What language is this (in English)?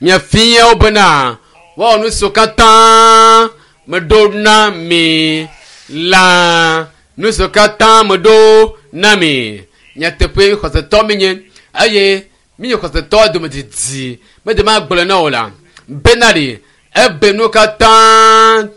Ewe